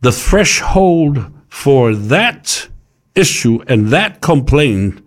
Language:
Samoan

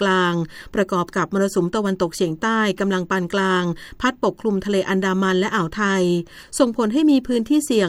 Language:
Thai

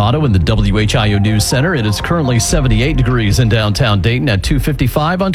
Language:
English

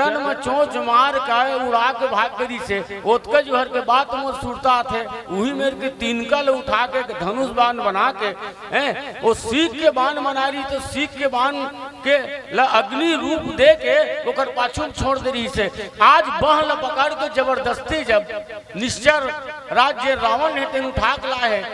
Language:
Chhattisgarhi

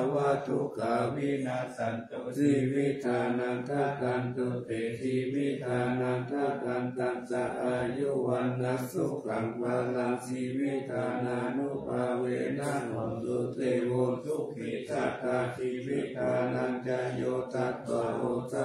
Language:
Pali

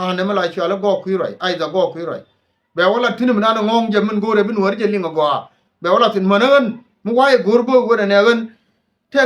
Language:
Nuer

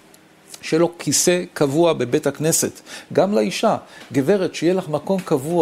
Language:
Hebrew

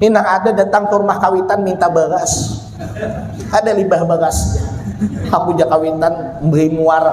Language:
Banjar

